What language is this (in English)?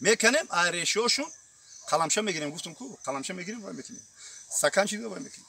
Tajik